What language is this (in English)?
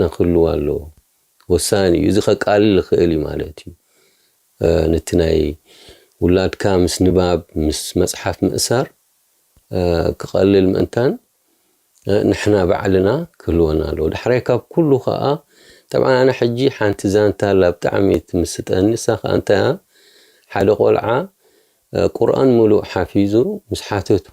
Tigrinya